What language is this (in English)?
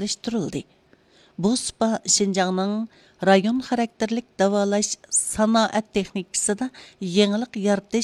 Uyghur